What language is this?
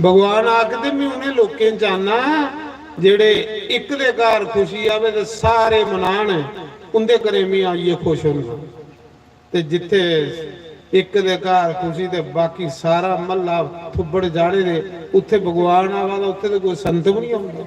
Dogri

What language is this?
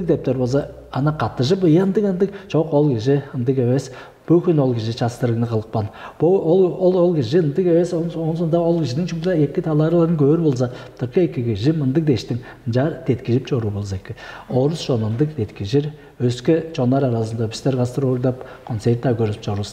Tuvinian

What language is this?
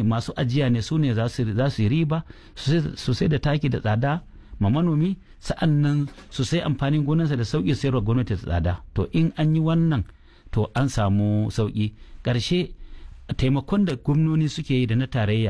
Hausa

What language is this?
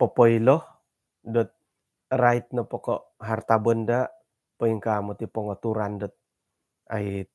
Central Dusun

